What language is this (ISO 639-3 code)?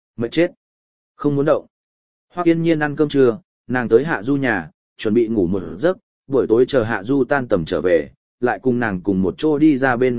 vie